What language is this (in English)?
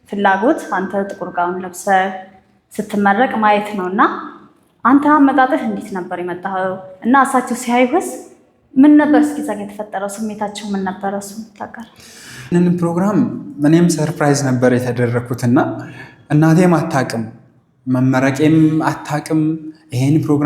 Amharic